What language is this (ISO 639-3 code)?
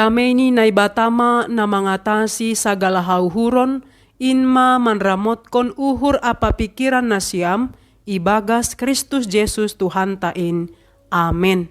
bts